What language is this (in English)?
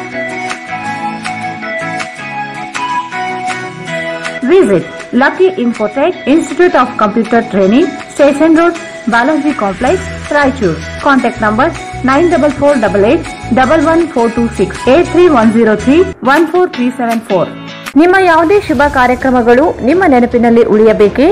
Kannada